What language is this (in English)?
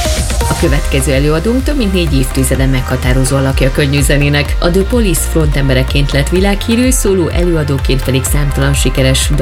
Hungarian